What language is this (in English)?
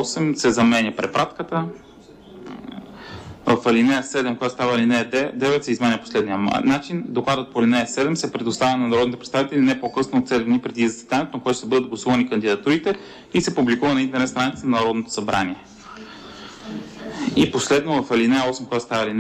Bulgarian